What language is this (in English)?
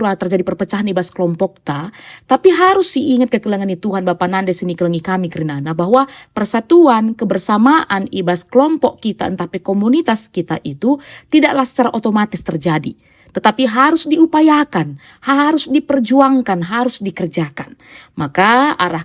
Batak Karo